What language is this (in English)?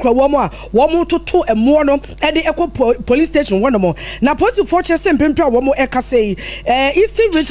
Akan